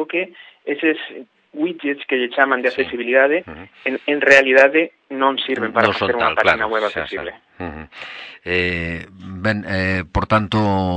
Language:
Galician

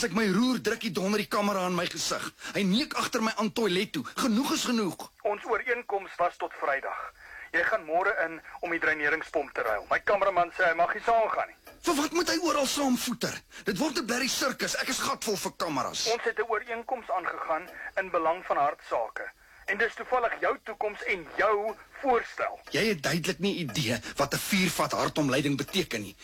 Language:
Afrikaans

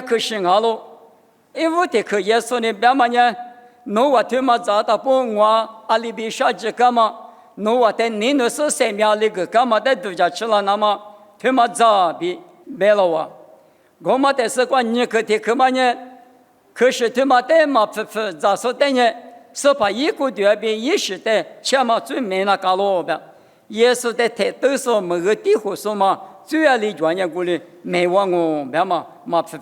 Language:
Lisu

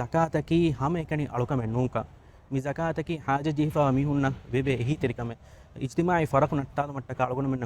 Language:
Divehi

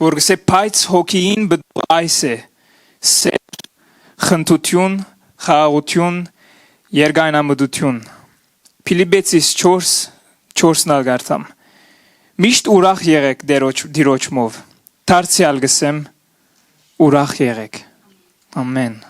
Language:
Western Armenian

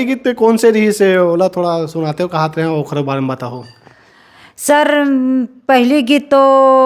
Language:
Chhattisgarhi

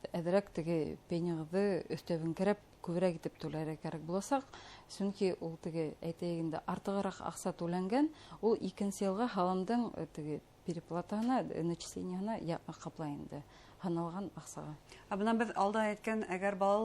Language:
Bashkir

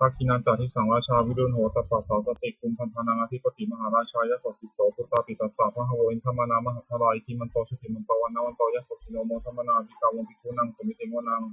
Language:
Pali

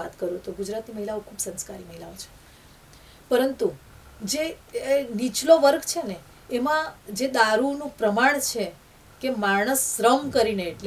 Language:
Gujarati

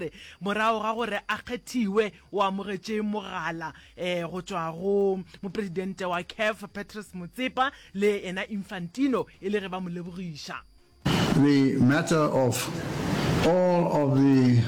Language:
Northern Sotho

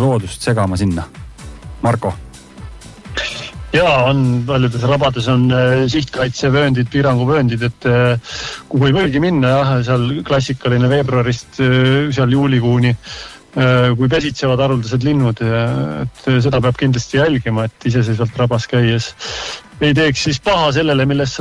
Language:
Estonian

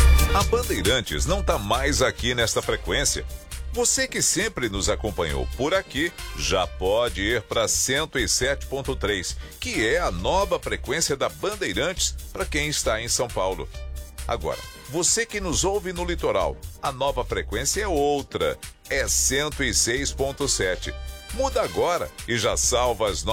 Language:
Portuguese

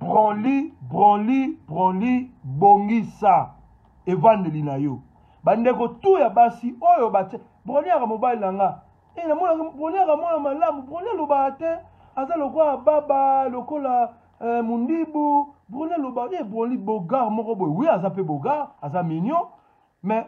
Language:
Lingala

